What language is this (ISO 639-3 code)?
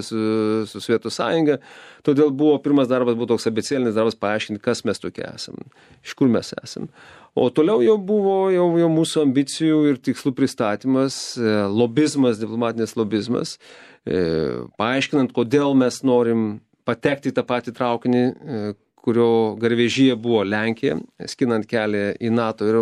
lit